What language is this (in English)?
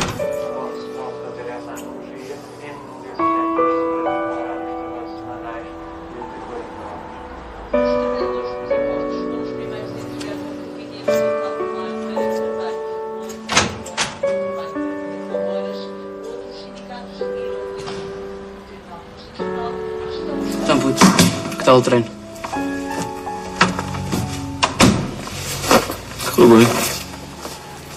Portuguese